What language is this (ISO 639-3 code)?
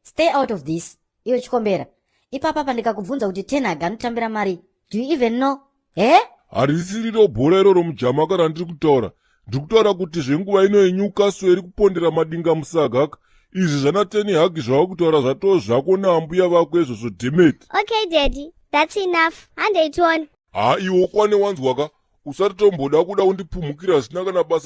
sna